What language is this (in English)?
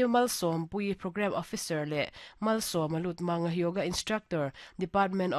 Mizo